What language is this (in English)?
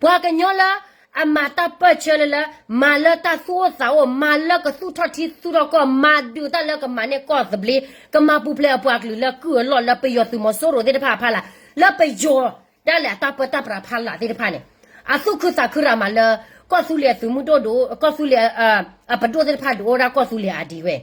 S'gaw Karen